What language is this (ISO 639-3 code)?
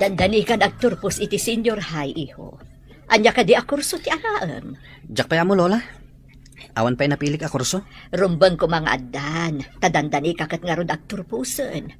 ilo